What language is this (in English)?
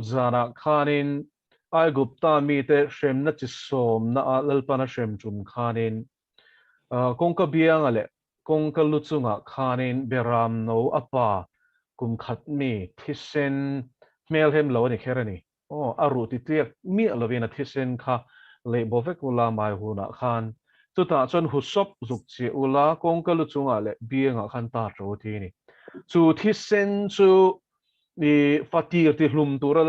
Mizo